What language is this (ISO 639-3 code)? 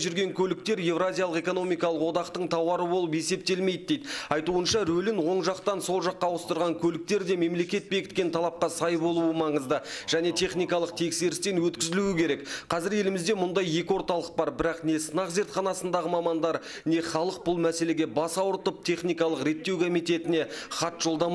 kaz